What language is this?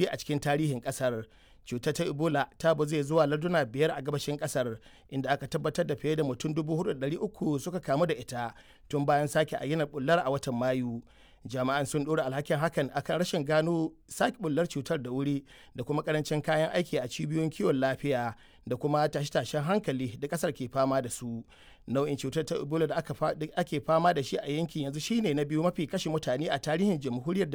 Hausa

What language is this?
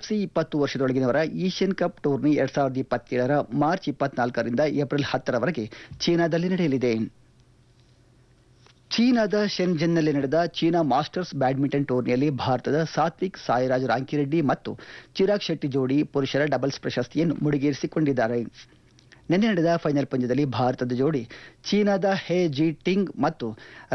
Kannada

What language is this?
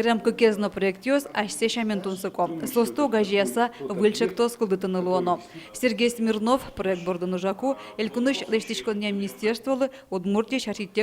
Udmurt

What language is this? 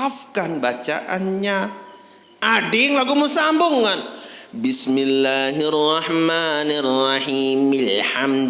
Sasak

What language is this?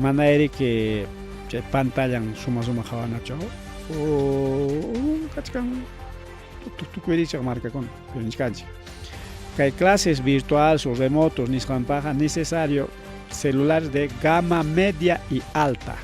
Ayacucho Quechua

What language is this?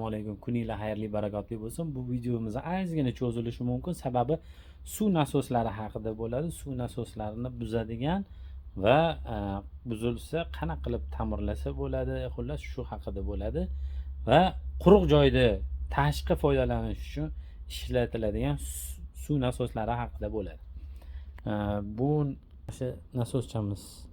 Uzbek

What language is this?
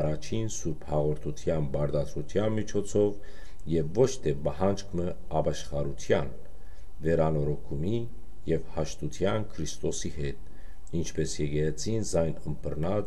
Western Armenian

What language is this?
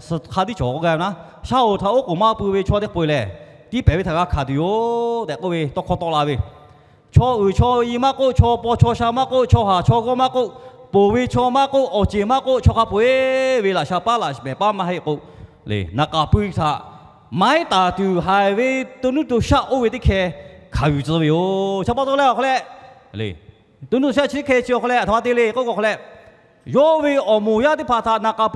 Lahu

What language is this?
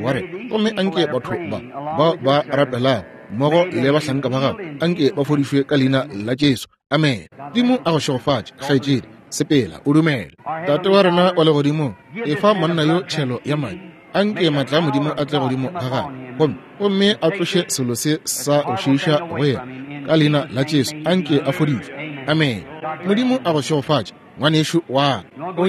Northern Sotho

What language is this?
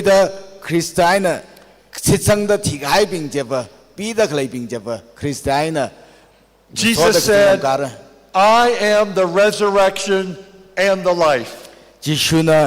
Tangkhul Naga (India)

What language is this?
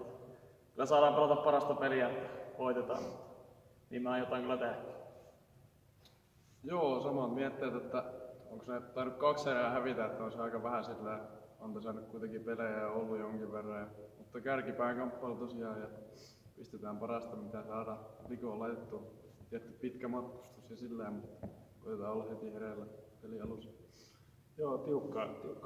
Finnish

